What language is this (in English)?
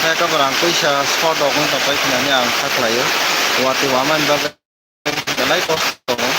Kok Borok